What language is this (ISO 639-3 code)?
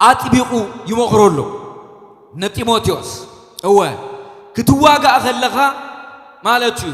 tir